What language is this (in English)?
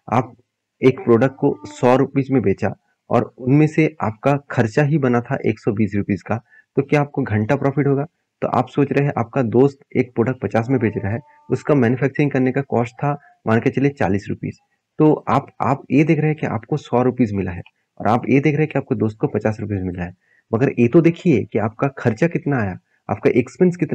Hindi